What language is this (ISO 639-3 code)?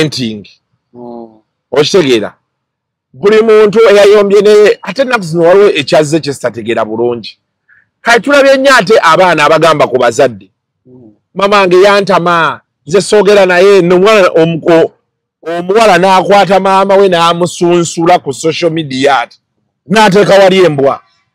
lug